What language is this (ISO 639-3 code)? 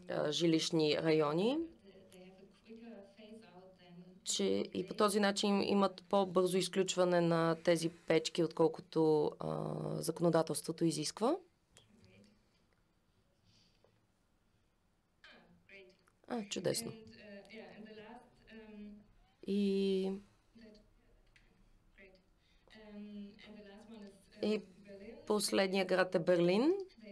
bul